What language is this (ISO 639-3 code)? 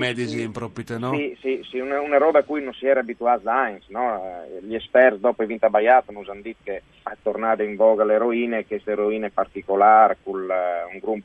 fur